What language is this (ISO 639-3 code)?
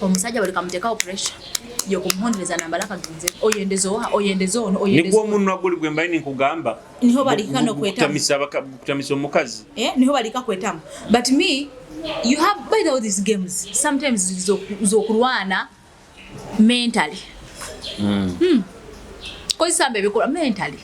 nyo